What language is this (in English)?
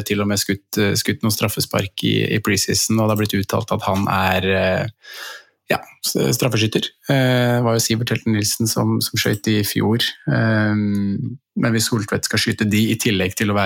Norwegian